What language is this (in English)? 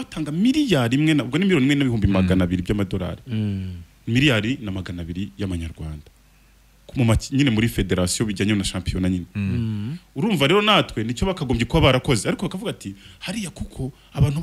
Kinyarwanda